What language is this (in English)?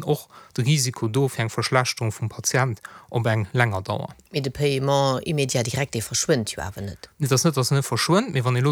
Luxembourgish